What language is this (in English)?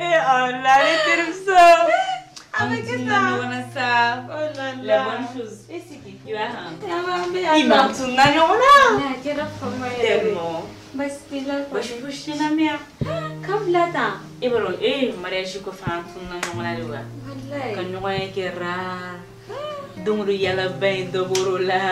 Bambara